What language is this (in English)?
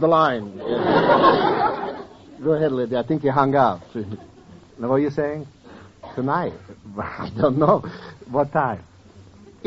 English